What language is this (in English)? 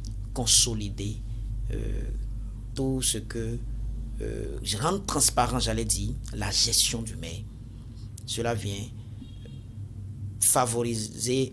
French